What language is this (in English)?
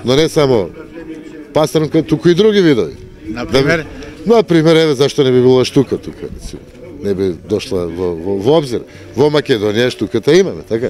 Macedonian